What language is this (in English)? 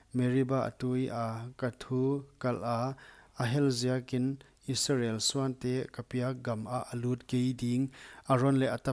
Paite Chin